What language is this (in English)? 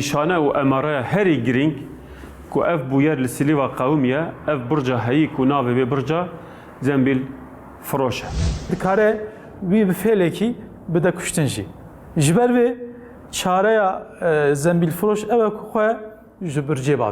Kurdish